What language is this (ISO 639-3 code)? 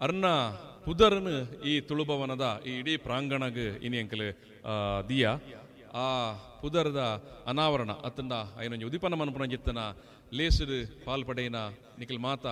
tcy